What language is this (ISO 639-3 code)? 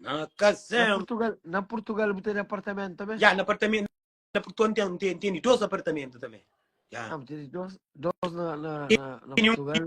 kea